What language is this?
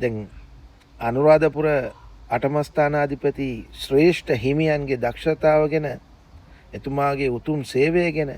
Sinhala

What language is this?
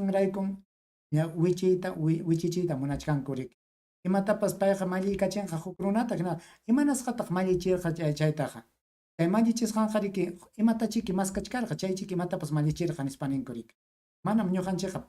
Ayacucho Quechua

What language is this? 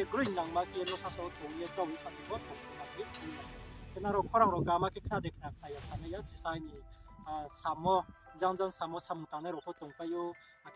Riang (India)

